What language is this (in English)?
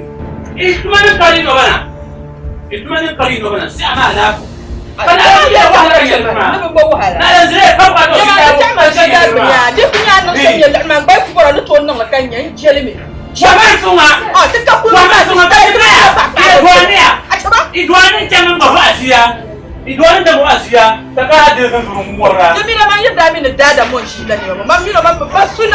Dagbani